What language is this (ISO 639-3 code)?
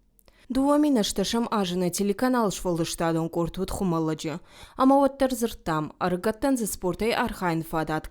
oss